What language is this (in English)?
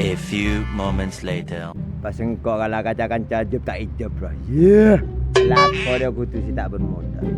Madurese